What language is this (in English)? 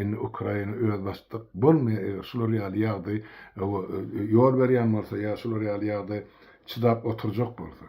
Turkmen